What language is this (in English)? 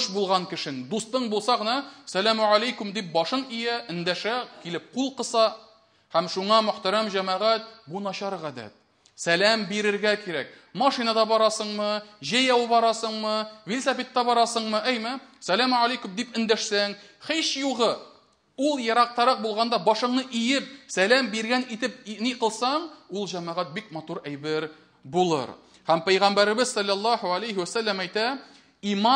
Tatar